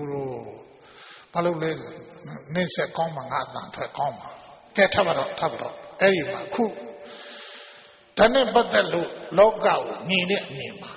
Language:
Burmese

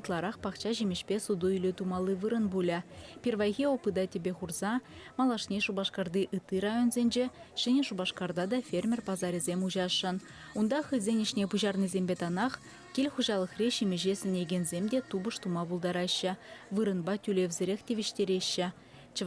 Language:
Chuvash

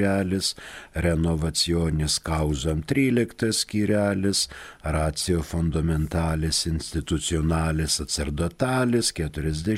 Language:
Lithuanian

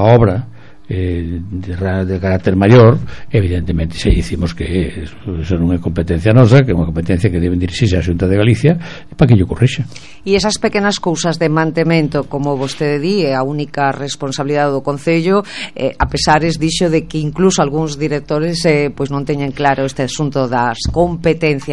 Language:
Galician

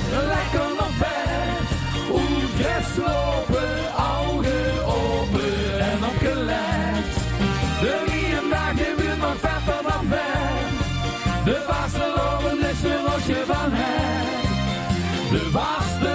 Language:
Limburgish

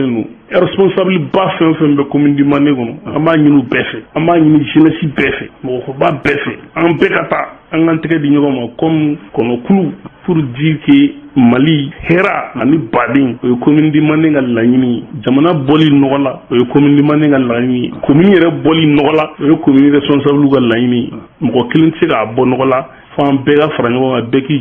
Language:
Bambara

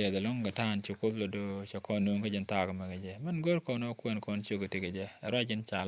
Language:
Nuer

